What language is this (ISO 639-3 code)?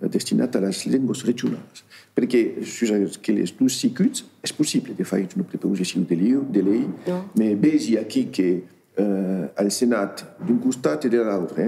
oci